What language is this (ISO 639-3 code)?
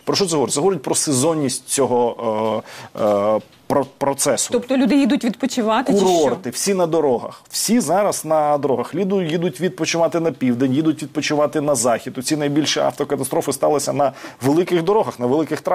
ukr